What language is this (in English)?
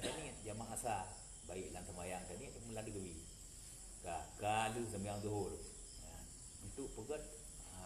Achinese